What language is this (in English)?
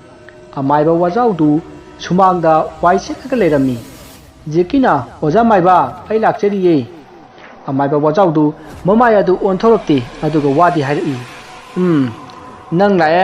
Manipuri